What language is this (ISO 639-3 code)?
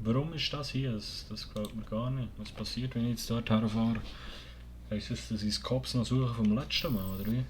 gsw